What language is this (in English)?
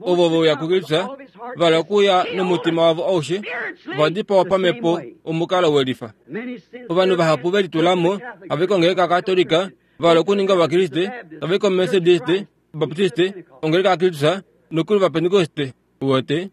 Kuanyama